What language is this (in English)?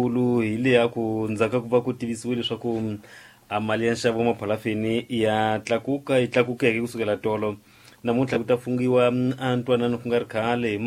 Tsonga